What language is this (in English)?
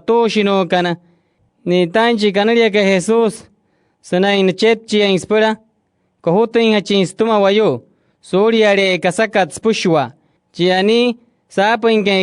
Wayuu